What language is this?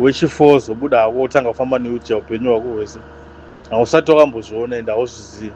Shona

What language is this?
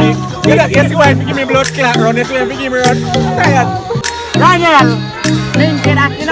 Jamaican Creole English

